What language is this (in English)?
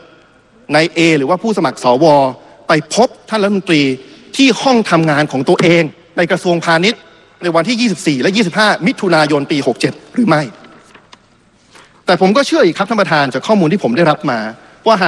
Thai